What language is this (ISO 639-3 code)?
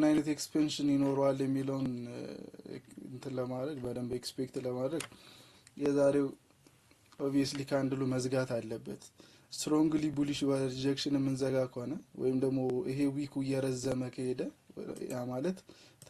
amh